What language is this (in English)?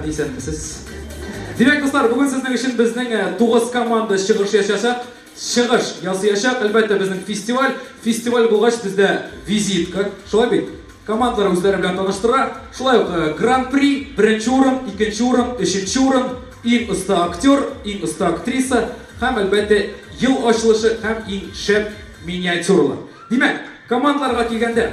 Tatar